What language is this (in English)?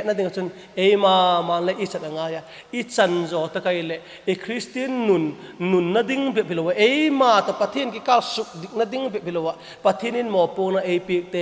Vaiphei